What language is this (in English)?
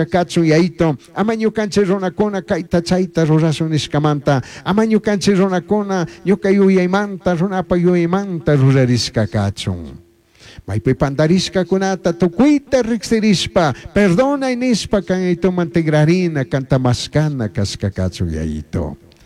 Chimborazo Highland Quichua